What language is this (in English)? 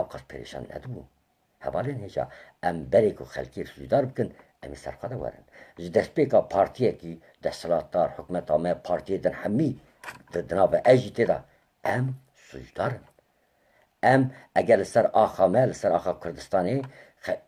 Kurdish